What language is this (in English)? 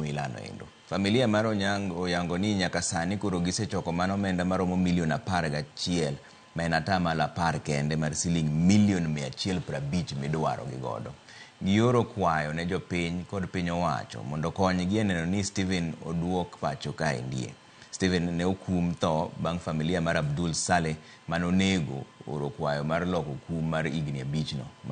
Luo (Kenya and Tanzania)